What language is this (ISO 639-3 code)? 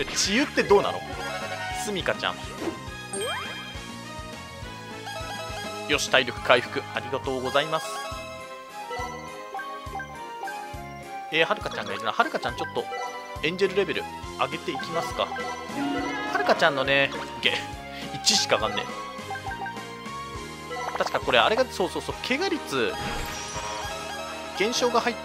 jpn